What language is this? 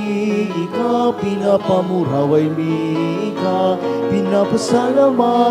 Bikol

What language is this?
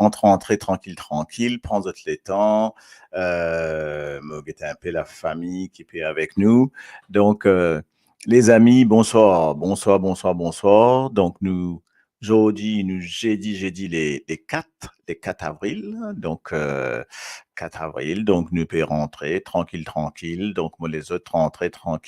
Morisyen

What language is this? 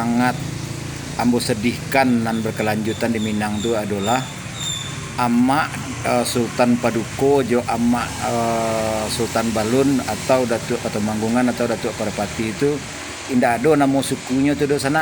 Minangkabau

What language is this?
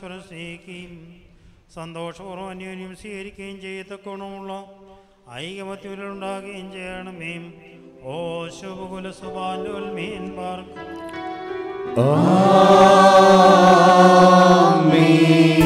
Malayalam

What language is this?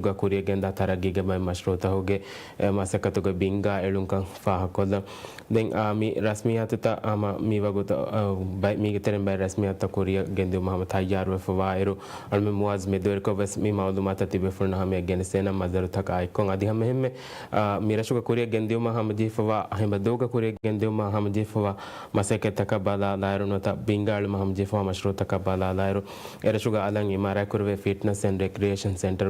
Divehi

